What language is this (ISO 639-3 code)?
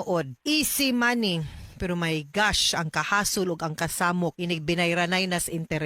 ceb